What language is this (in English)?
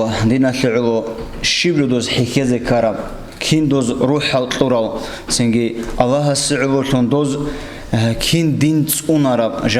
Avaric